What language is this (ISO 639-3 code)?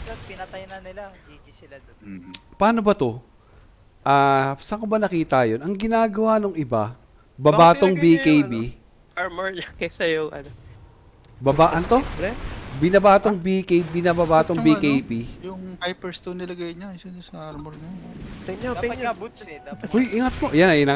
fil